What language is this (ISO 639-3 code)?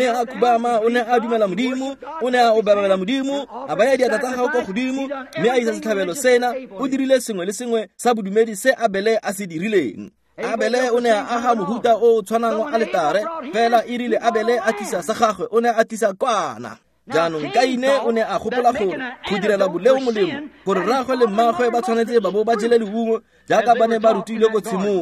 tsn